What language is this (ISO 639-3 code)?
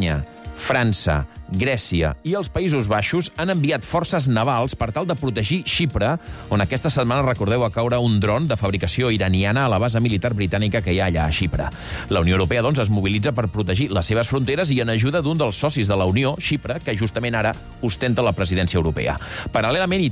cat